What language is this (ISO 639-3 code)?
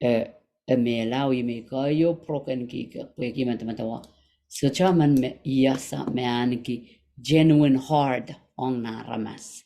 pon